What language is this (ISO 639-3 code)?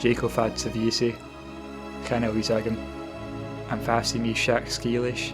gle